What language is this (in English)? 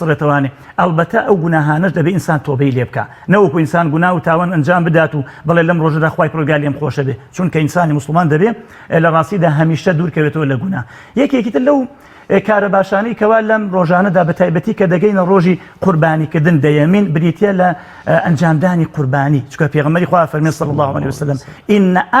Central Kurdish